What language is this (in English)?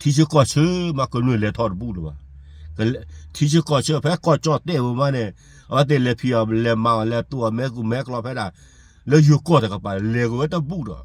S'gaw Karen